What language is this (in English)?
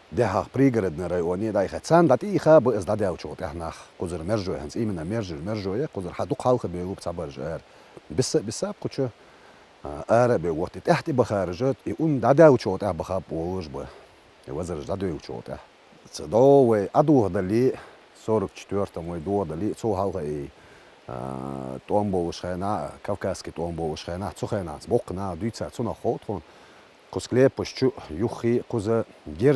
Chechen